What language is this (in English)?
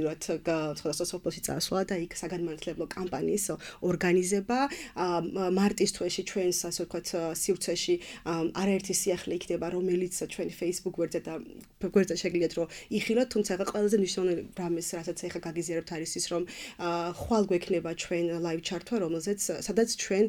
Georgian